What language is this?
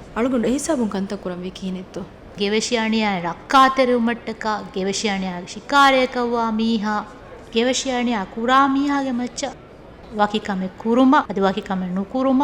Divehi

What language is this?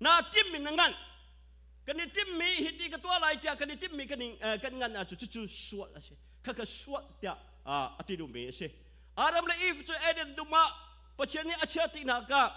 Hakha Chin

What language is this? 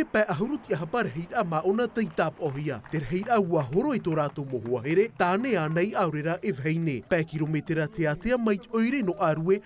Tahitian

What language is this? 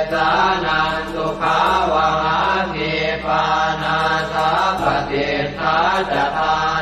Pali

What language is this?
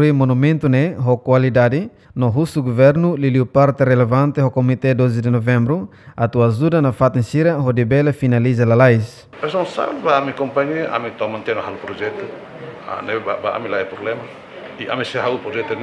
Tetum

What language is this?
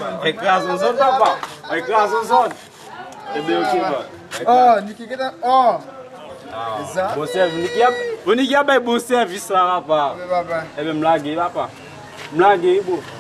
Haitian Creole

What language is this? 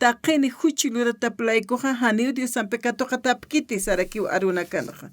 Aymara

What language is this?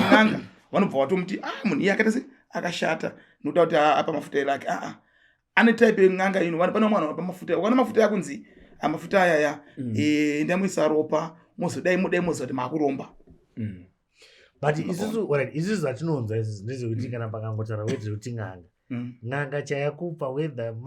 Shona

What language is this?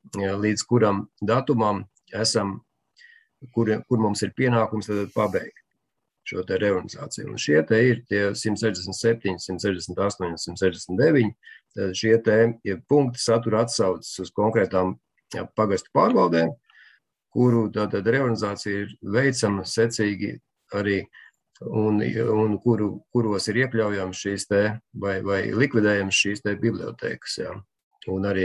Latvian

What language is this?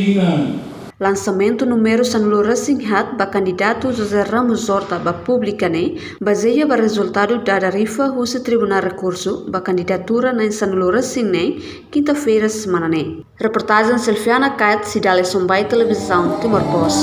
Tetum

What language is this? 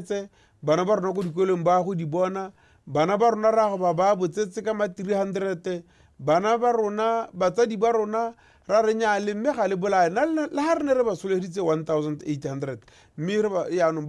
Tswana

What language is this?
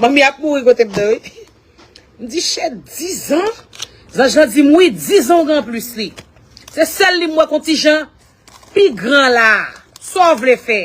Haitian Creole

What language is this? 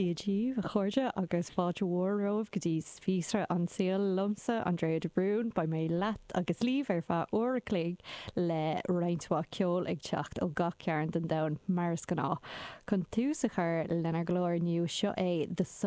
Irish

